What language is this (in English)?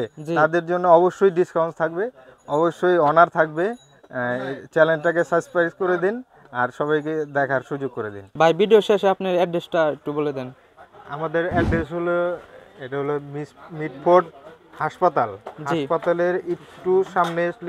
Bangla